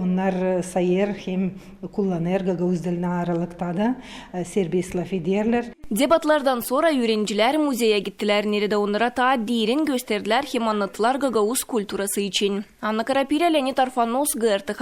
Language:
Gagauz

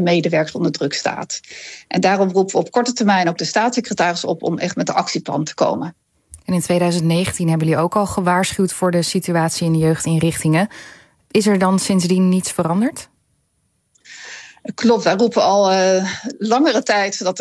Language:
Dutch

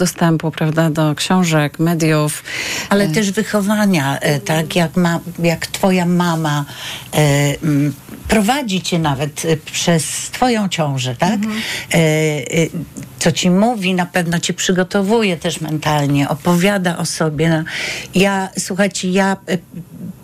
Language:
Polish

